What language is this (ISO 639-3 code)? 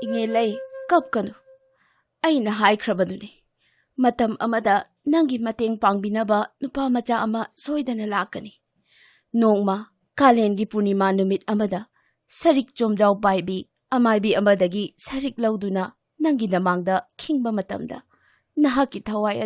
mni